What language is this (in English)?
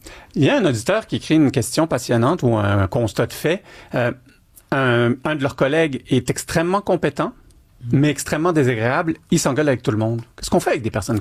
French